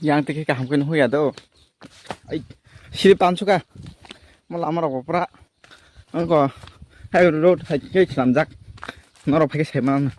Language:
Kok Borok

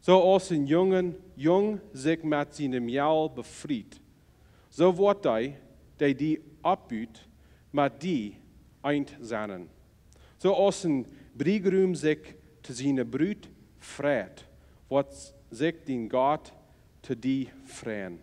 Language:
Plautdietsch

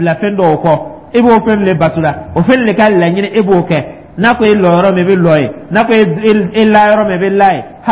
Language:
Dyula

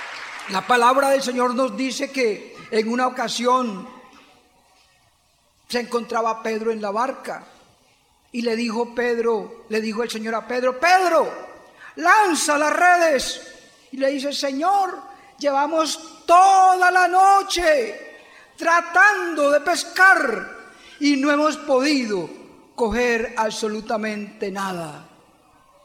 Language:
Spanish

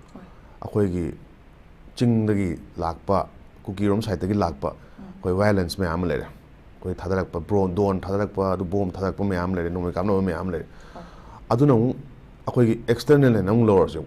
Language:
Manipuri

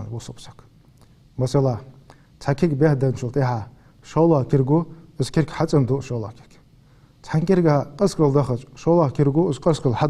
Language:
Ingush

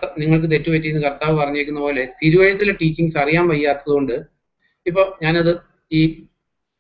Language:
Malayalam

